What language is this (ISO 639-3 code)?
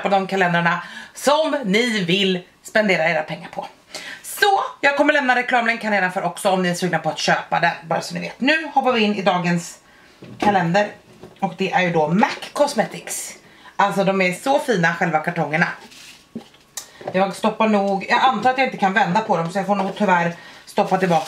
swe